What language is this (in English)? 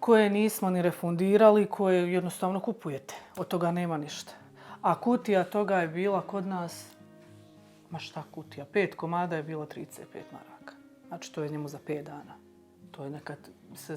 Bosnian